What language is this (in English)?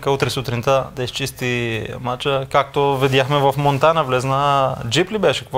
Bulgarian